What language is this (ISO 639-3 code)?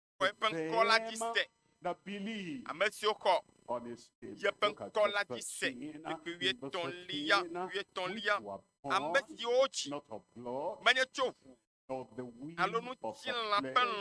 ewe